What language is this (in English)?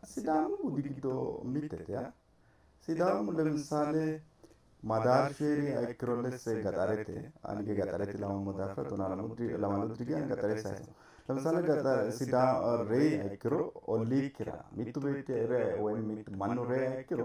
Sidamo